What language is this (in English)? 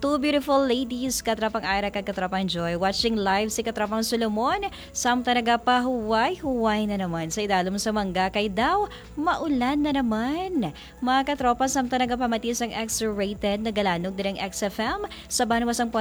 Hiligaynon